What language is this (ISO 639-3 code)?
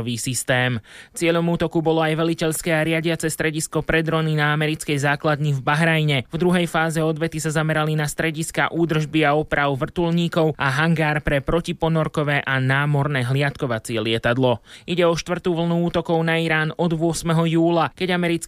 slk